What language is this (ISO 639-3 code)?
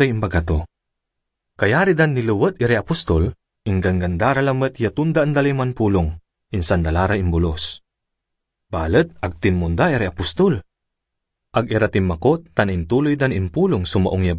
pag